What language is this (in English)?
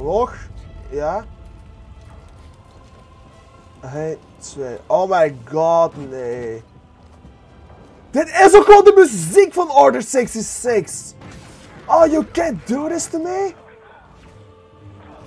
Dutch